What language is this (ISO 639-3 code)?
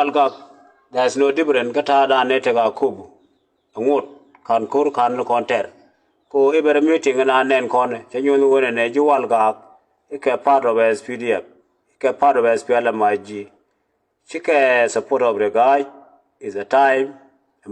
nus